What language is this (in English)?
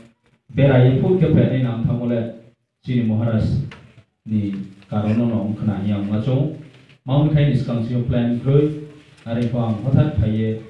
Riang (India)